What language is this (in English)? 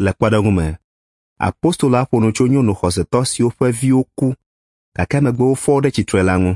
Ewe